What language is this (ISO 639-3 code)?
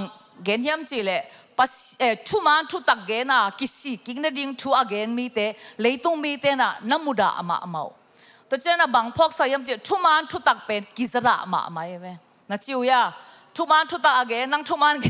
ctd